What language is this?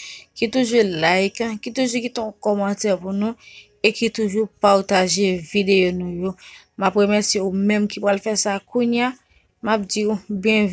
Haitian Creole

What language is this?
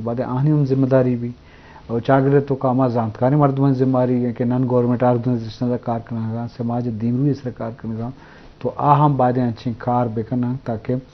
Eastern Balochi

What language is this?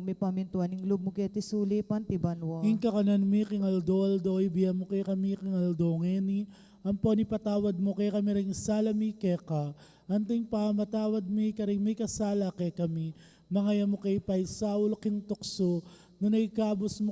Pampanga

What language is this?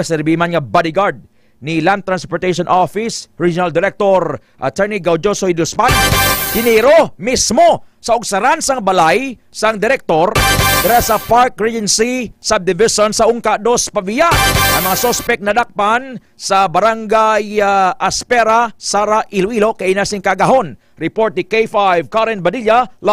Hiligaynon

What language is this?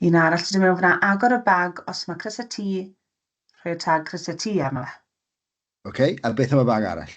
Welsh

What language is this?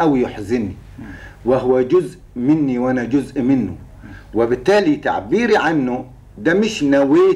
Egyptian Arabic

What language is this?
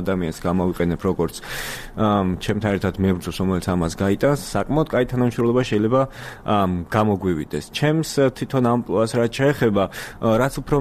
Georgian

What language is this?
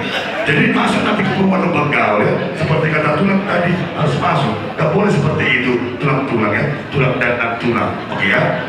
Batak Toba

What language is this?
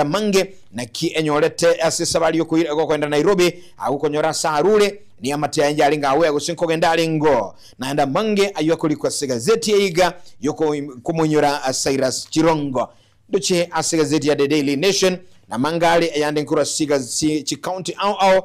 Gusii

